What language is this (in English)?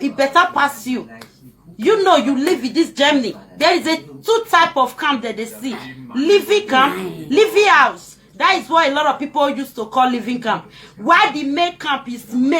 Nigerian Pidgin